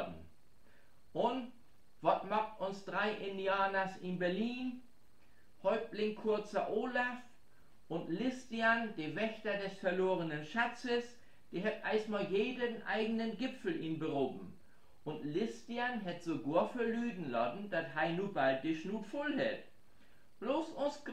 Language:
Low German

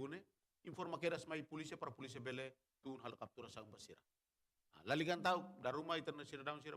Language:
Tetum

